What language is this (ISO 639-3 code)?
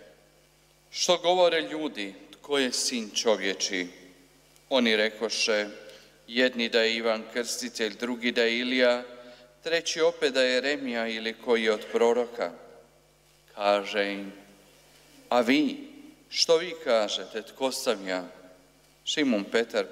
hrv